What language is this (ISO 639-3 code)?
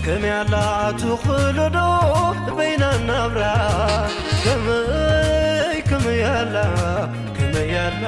tir